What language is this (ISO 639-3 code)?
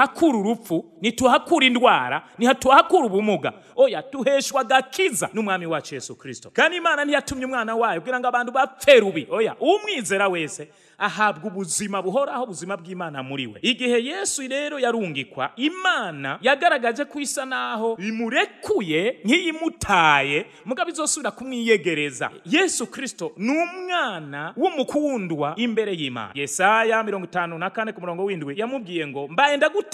run